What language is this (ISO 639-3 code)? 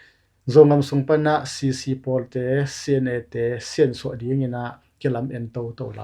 ctd